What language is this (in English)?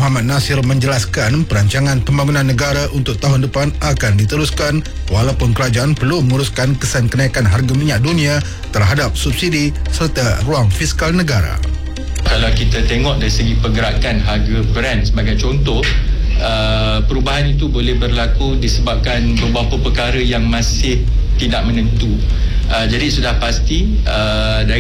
Malay